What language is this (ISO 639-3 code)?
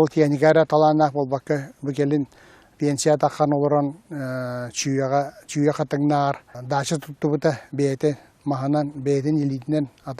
sah